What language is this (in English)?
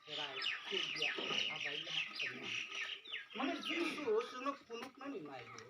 Kok Borok